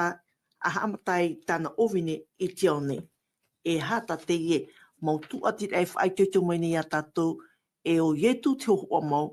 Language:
Tahitian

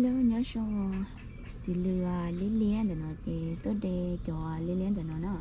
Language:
Hmong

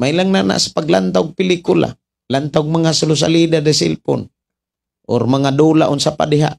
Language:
Cebuano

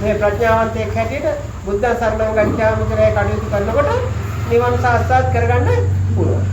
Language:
Sinhala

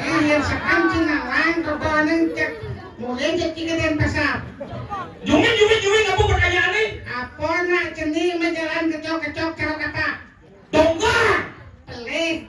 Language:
Balinese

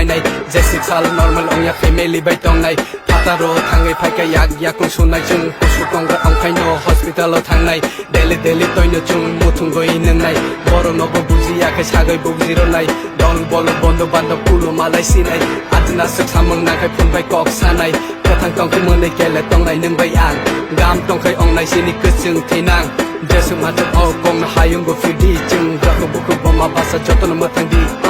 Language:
Kok Borok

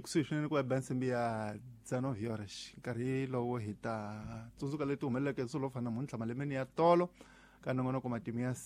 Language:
Tsonga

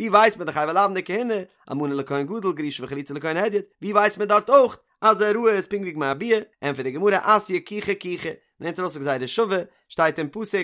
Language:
Yiddish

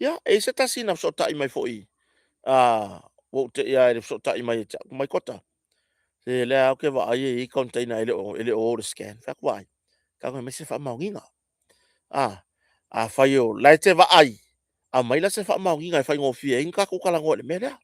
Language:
Samoan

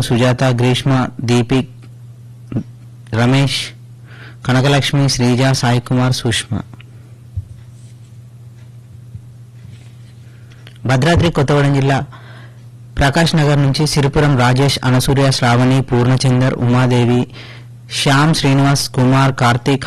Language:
Telugu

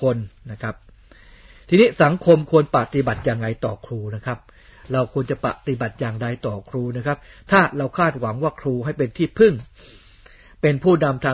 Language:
Thai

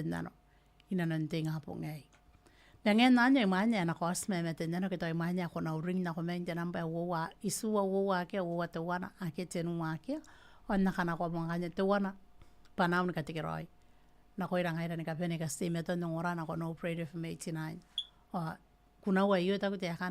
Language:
Gilbertese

